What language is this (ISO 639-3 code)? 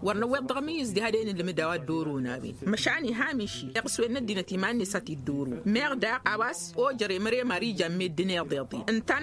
taq